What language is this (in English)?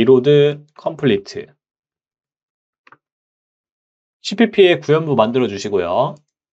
Korean